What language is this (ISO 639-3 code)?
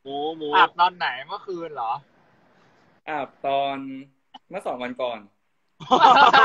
tha